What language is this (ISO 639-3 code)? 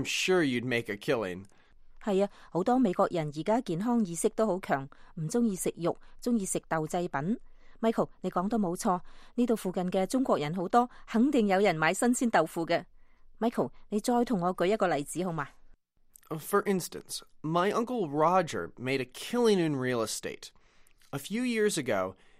yue